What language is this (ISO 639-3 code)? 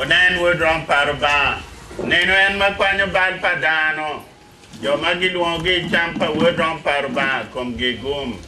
ach